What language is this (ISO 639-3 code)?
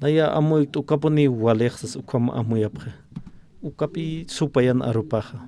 aym